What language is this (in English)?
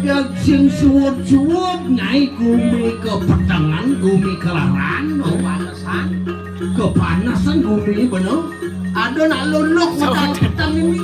Balinese